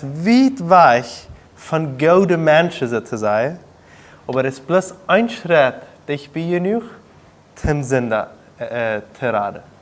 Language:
Plautdietsch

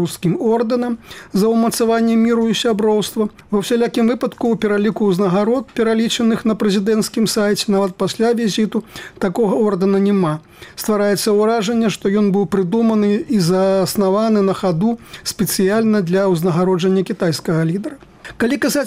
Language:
Belarusian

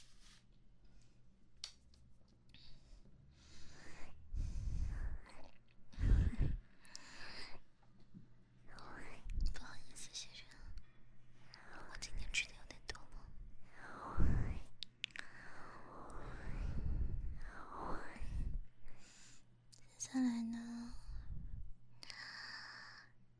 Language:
Chinese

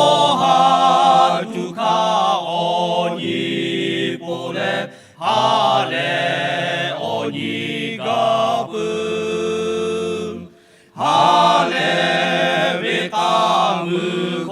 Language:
Lahu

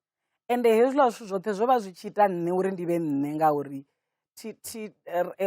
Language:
Venda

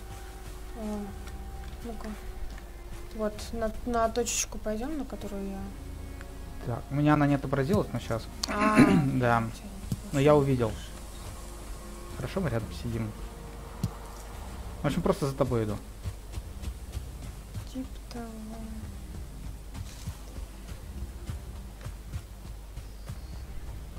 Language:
Russian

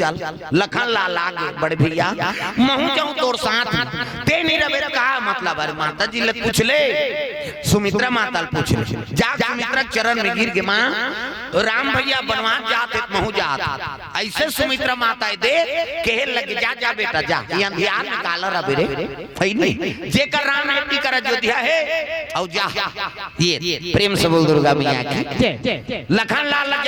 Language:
Chhattisgarhi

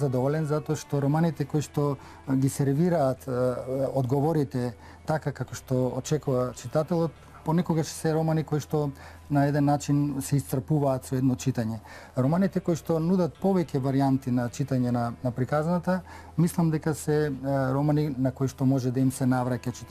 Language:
Macedonian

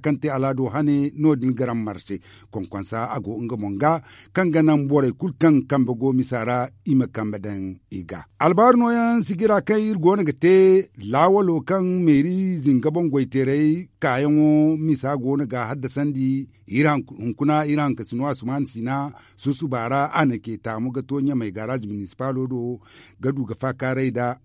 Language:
Zarma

